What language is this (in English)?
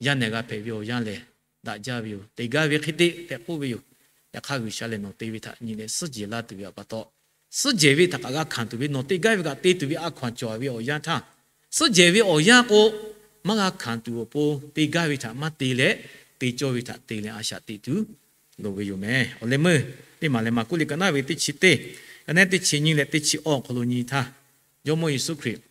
Lahu